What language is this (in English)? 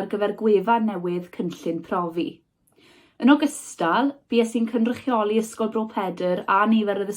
Welsh